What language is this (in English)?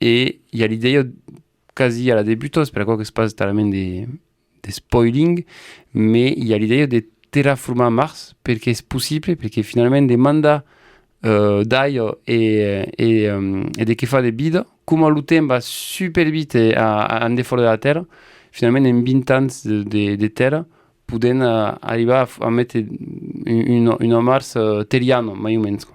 Occitan